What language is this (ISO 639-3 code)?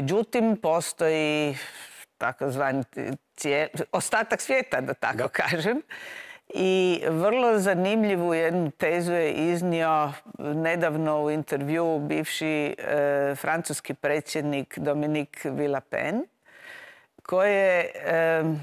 hrv